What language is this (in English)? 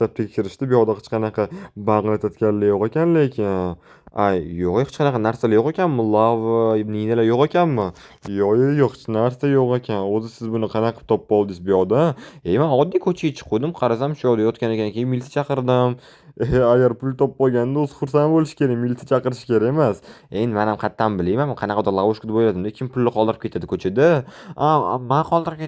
Uzbek